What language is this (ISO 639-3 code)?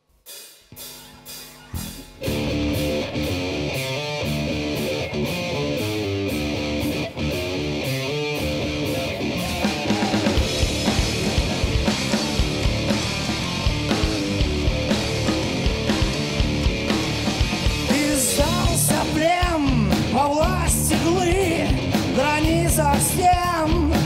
rus